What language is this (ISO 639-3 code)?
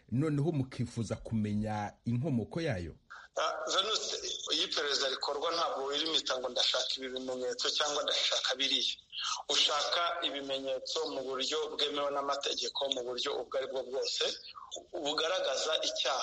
kin